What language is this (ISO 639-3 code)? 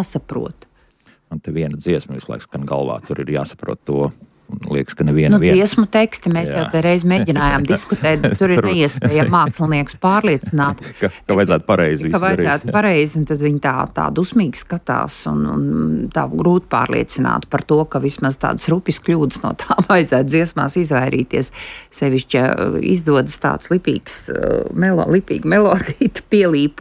lav